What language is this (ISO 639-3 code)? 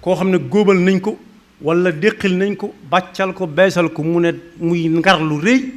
wol